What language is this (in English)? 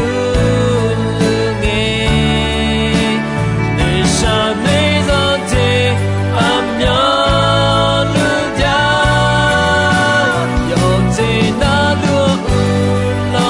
Akha